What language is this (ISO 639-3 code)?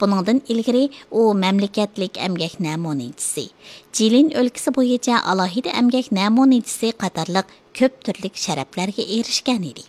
uig